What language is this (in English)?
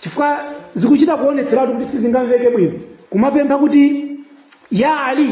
Nyanja